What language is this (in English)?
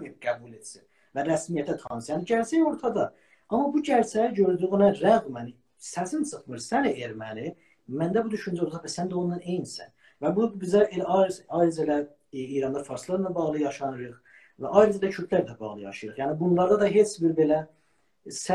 South Azerbaijani